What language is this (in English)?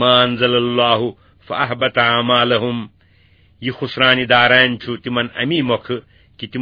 Kashmiri